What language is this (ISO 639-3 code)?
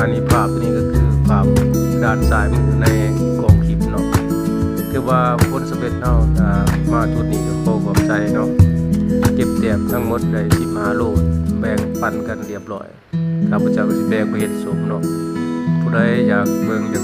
lao